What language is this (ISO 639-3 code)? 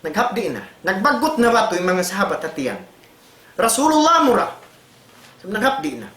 tsg